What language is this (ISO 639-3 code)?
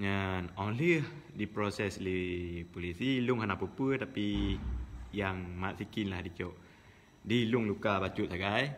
ace